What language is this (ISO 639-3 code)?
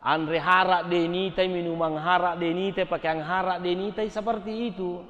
bug